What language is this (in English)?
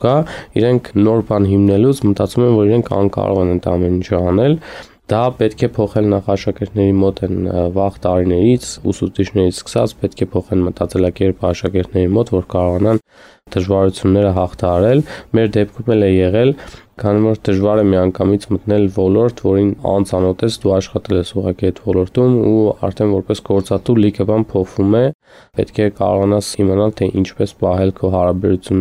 Armenian